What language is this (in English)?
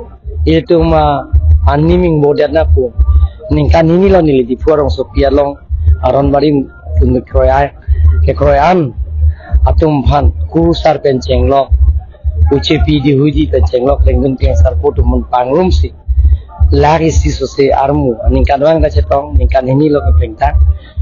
Karbi